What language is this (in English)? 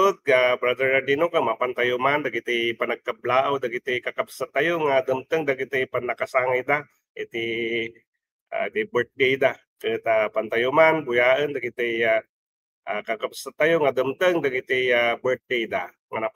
Iloko